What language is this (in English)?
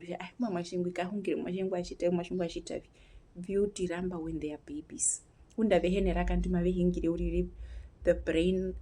Herero